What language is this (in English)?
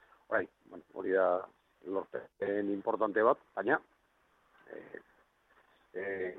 Basque